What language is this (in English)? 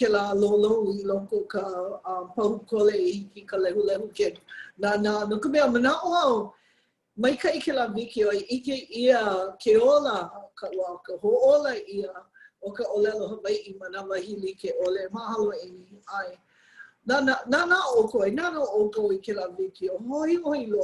Hawaiian